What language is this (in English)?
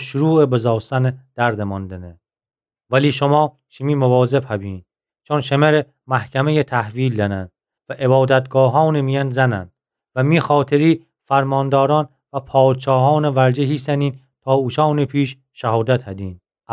Gilaki